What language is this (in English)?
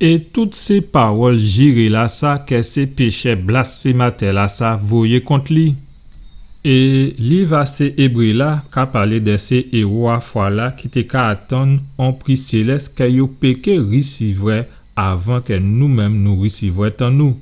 Guadeloupean Creole French